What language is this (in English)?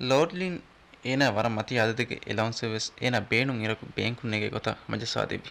Divehi